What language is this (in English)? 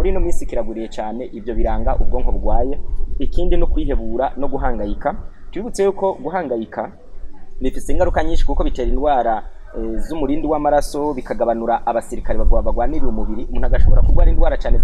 Rundi